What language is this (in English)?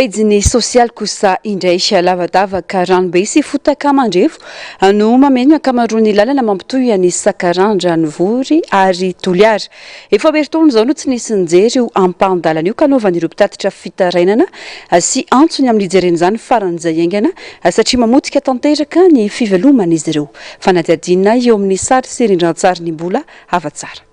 Malagasy